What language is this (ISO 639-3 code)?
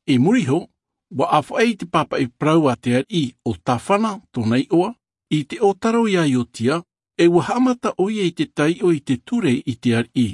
tah